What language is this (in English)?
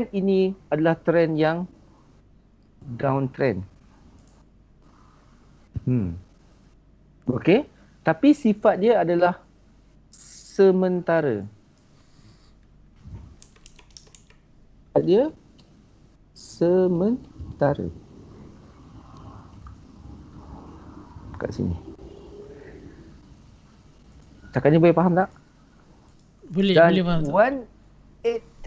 Malay